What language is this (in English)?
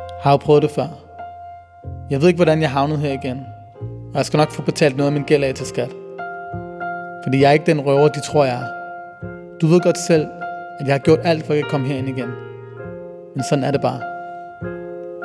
Danish